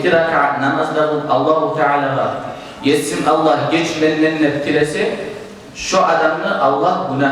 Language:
Kumyk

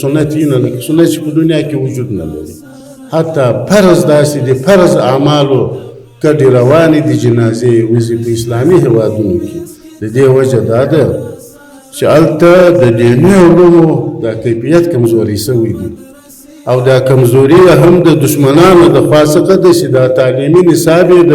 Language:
Pashto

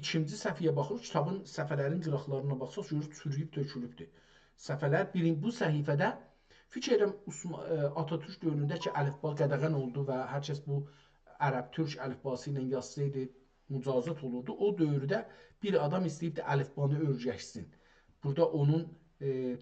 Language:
South Azerbaijani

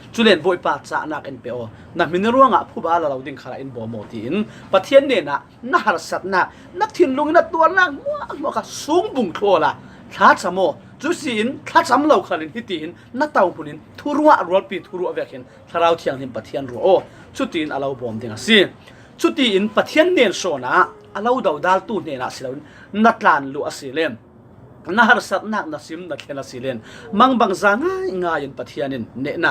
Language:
Falam Chin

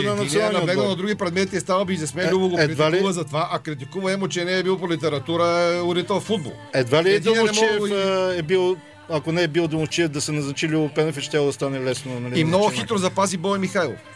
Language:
Bulgarian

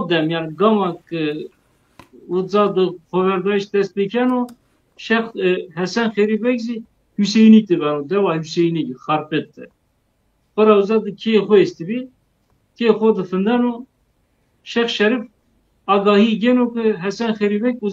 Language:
Zaza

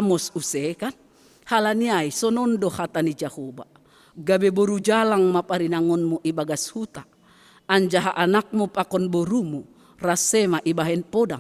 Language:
Batak Simalungun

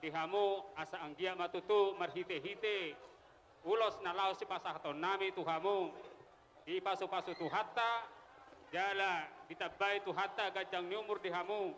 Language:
Batak Toba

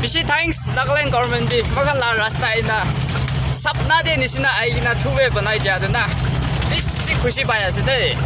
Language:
Naga Pidgin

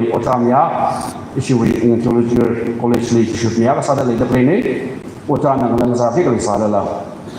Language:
Tangkhul Naga (India)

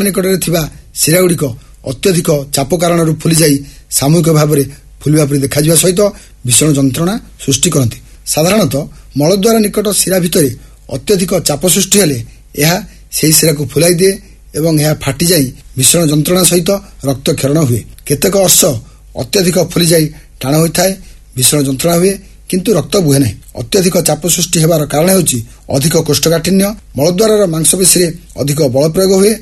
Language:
Odia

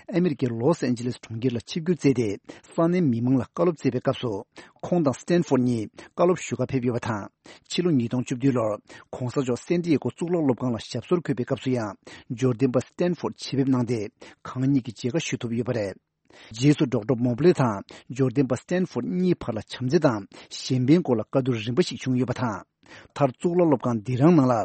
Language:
Tibetan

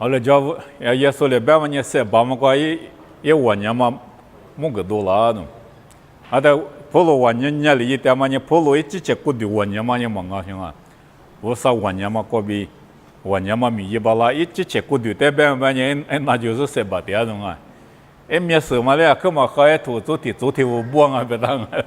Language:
Lisu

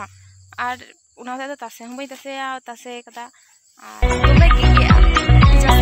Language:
Santali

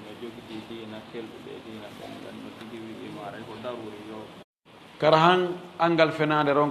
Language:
Fula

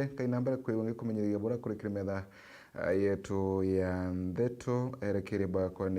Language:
Meru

